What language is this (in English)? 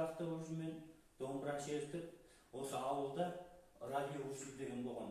Kazakh